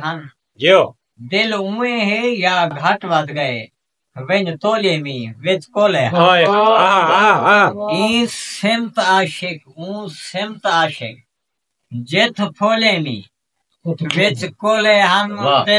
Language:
Saraiki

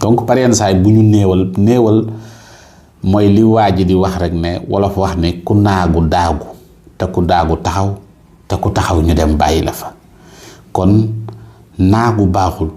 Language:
Wolof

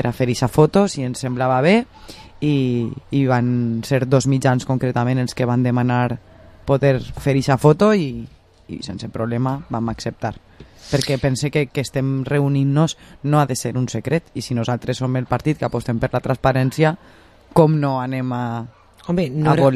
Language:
Catalan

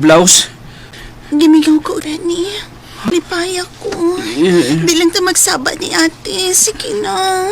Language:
Cebuano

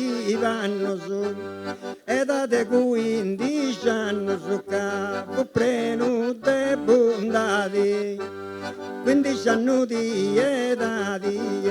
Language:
Sardinian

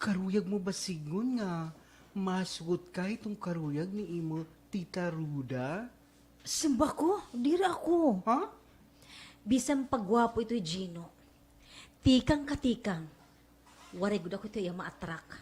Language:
Waray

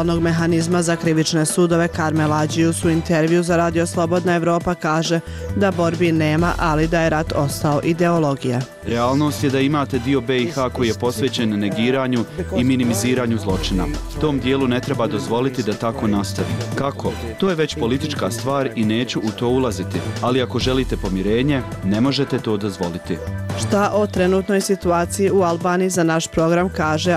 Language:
Bosnian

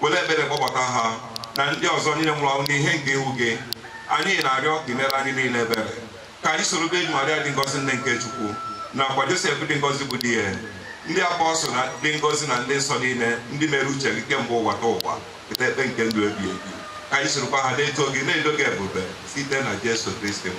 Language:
Igbo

